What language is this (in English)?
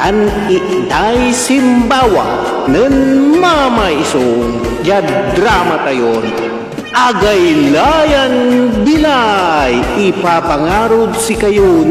Pangasinan